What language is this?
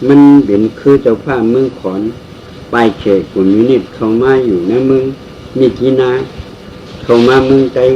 Shan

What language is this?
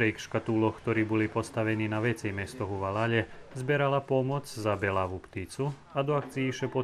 Rusyn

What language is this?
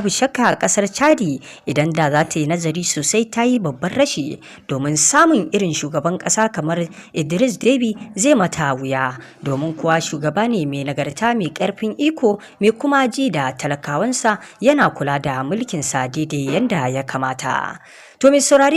Hausa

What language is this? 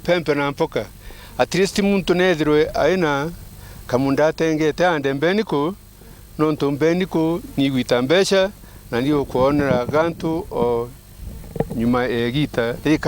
Meru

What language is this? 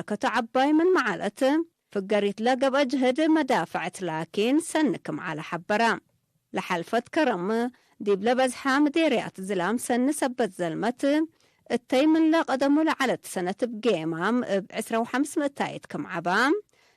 Tigre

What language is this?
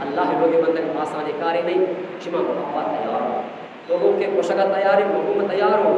Eastern Balochi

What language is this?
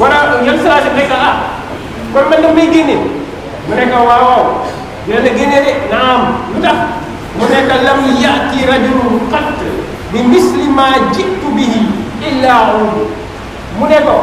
Wolof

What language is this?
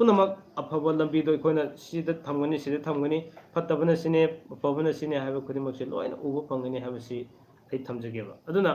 Manipuri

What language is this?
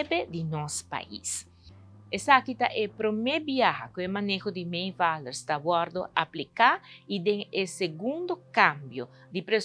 Papiamento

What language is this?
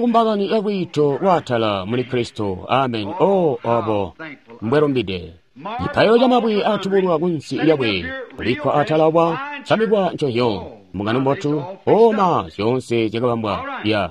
Tonga (Zambia)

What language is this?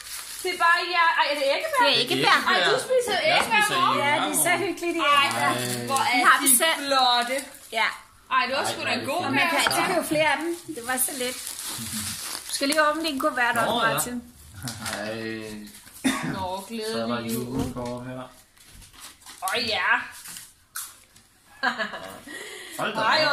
Danish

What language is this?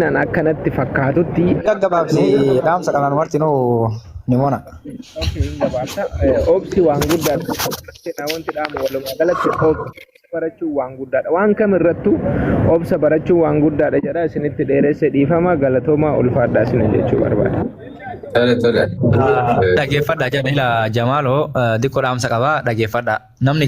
Oromo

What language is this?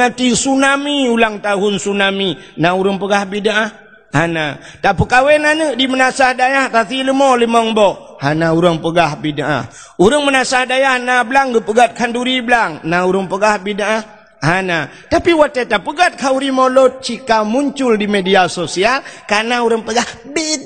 Achinese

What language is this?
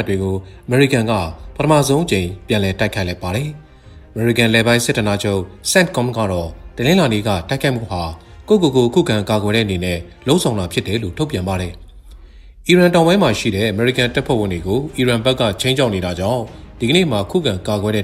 Burmese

